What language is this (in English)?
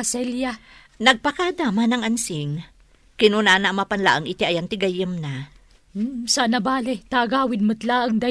Iloko